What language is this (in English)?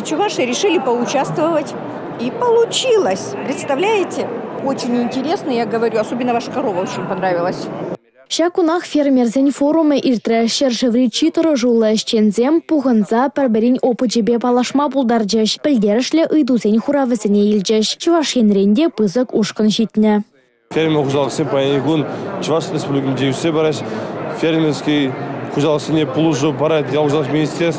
Chuvash